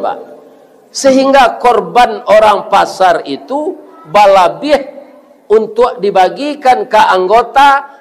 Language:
Minangkabau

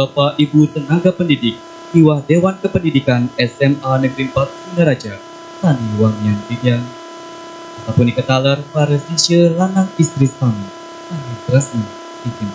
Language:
Balinese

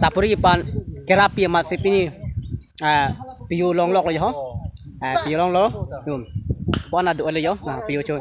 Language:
Karbi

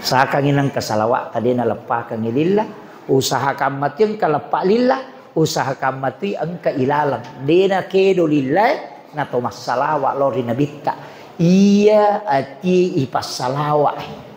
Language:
Buginese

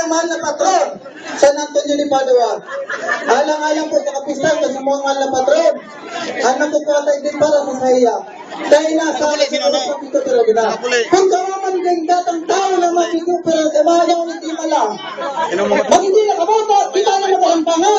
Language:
Bikol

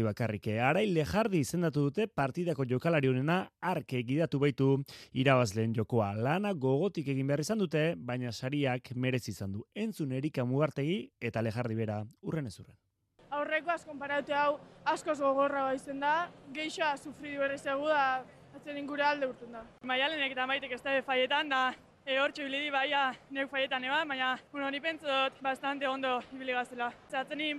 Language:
Basque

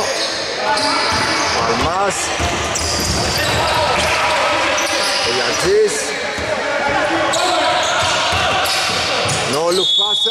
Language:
Greek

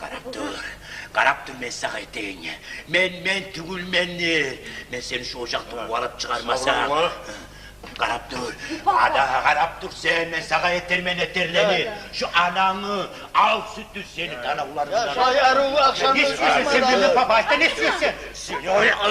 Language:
Kumyk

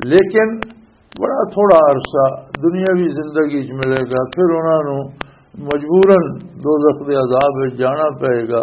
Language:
Western Panjabi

